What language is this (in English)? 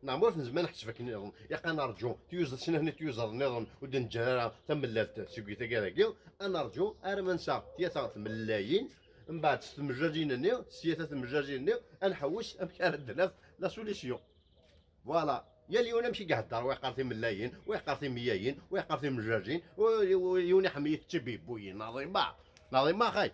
Kabyle